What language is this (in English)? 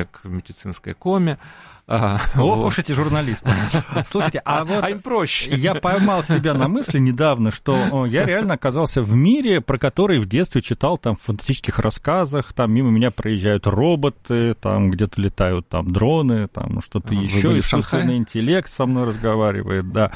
Russian